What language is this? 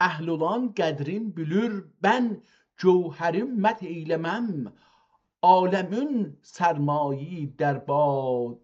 South Azerbaijani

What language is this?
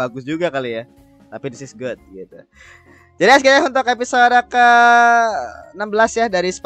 Indonesian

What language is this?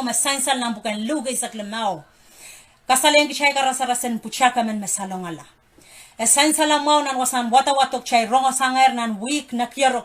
Pohnpeian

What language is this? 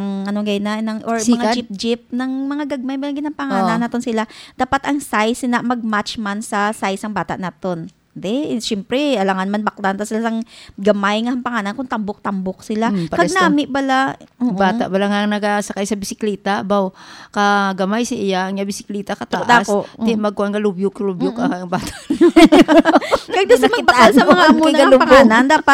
Hiligaynon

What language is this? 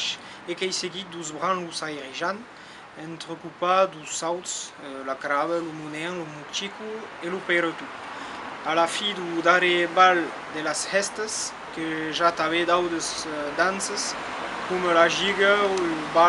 Occitan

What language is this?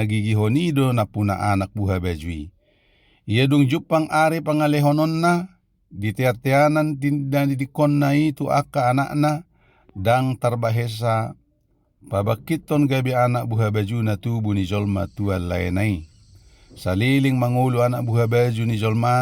Batak Toba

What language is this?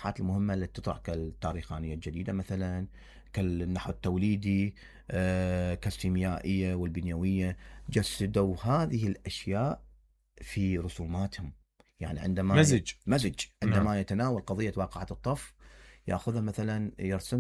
Mesopotamian Arabic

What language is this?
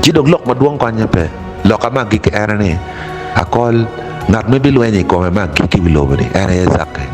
Acoli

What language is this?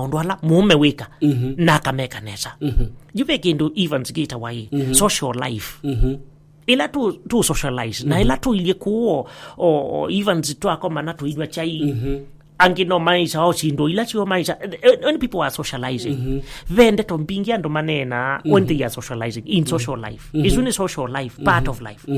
Kamba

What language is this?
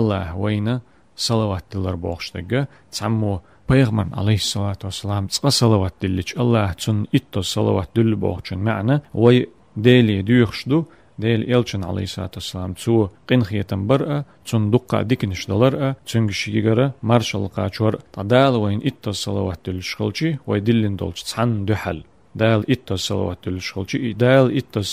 Chechen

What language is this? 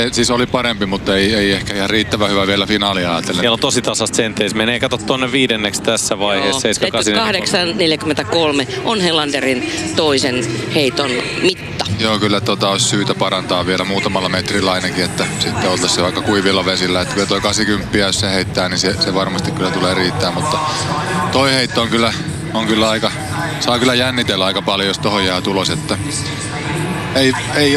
Finnish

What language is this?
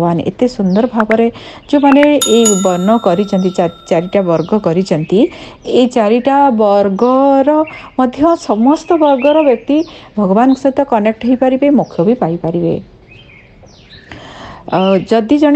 Odia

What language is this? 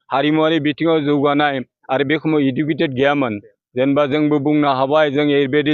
Bodo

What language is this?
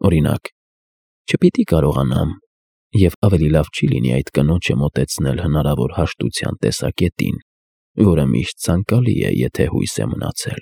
Armenian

